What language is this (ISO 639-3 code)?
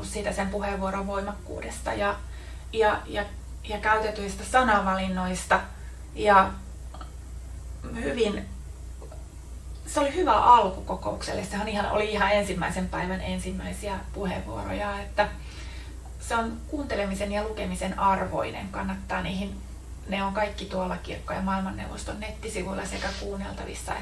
fin